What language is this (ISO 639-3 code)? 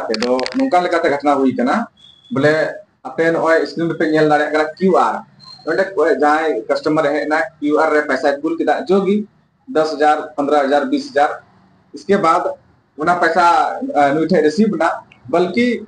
sat